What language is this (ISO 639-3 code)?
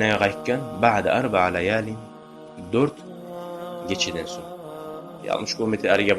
kum